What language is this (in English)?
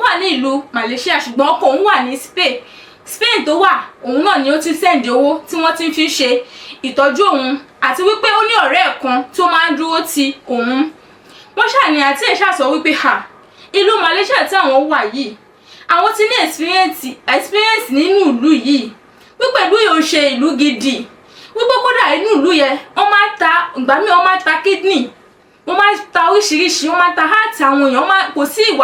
Yoruba